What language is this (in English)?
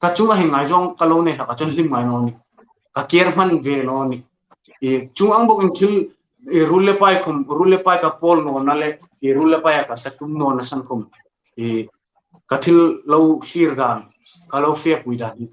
Hmar